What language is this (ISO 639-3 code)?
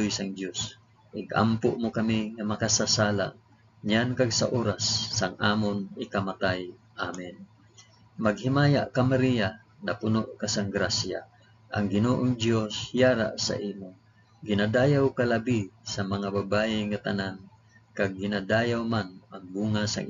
hil